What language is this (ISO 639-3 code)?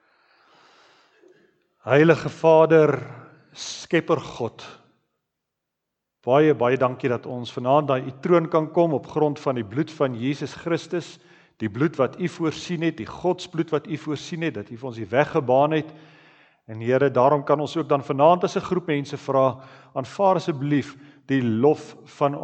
afr